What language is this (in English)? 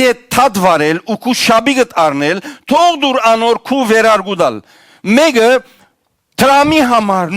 Western Armenian